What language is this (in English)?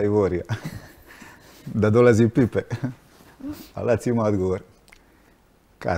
Croatian